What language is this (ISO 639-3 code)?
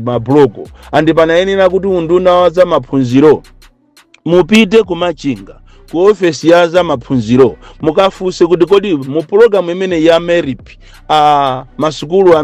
nya